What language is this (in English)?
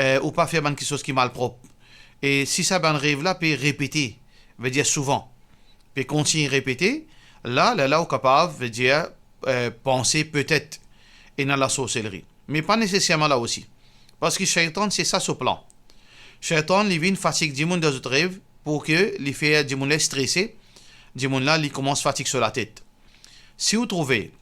Morisyen